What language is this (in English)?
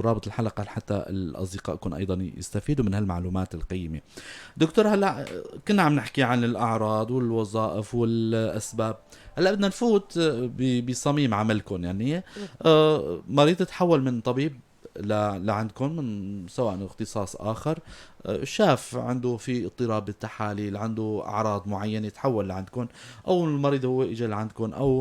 North Levantine Arabic